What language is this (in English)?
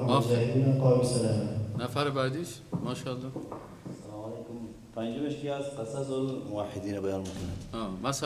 Persian